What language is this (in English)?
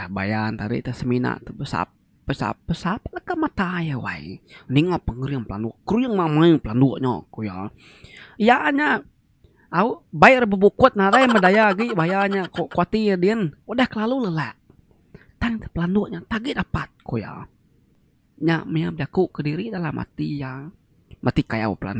Iban